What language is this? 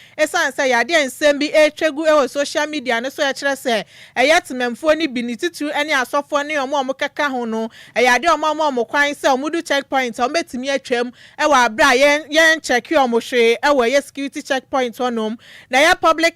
Akan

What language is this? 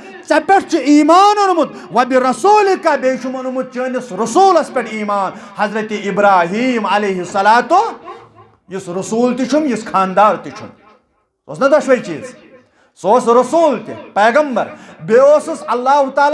Kashmiri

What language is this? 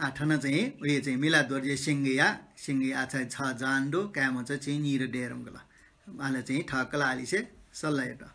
Newari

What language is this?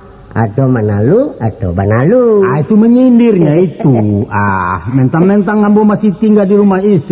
Minangkabau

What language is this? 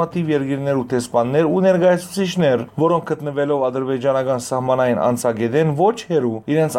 Western Armenian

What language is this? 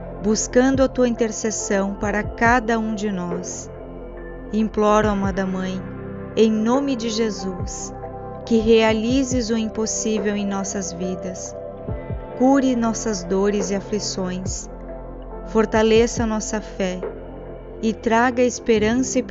Portuguese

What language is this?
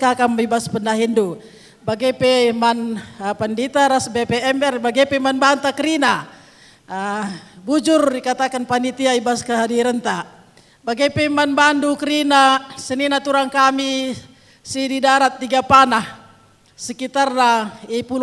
Batak Karo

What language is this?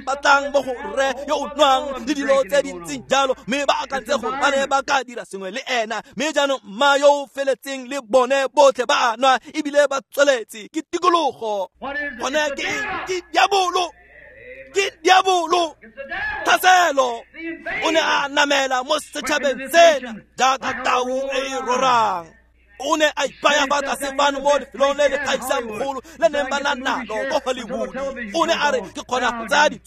Tswana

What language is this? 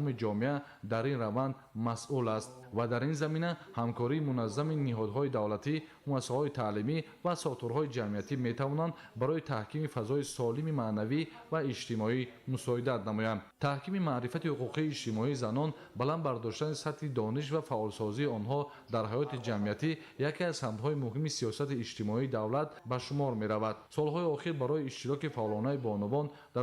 Tajik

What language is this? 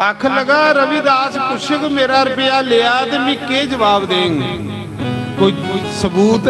Dogri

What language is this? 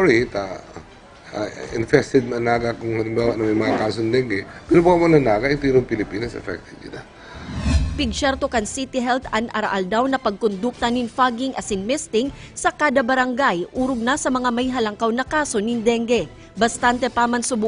Bikol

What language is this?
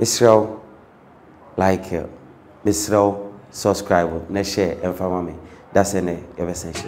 Akan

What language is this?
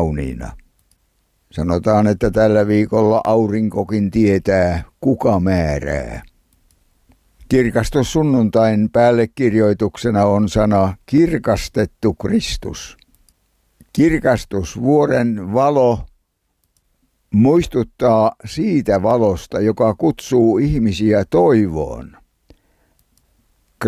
Finnish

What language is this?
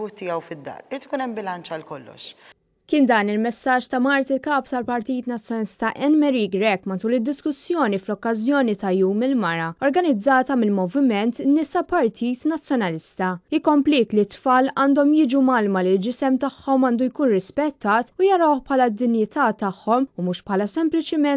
Maltese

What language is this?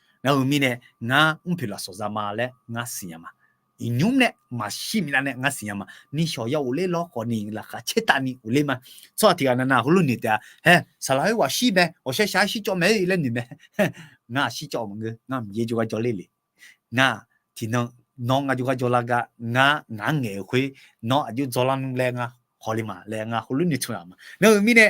Akha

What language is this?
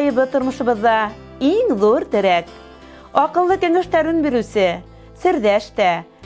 Bashkir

